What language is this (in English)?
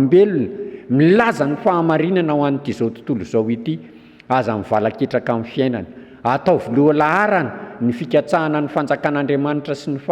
Malagasy